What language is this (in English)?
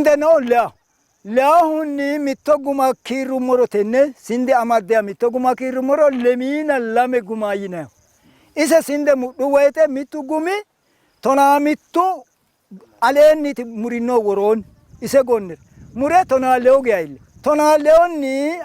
Sidamo